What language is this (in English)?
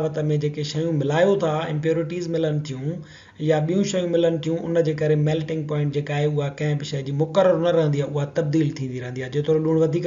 Sindhi